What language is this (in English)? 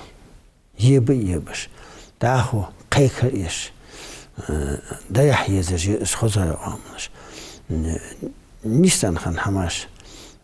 Ingush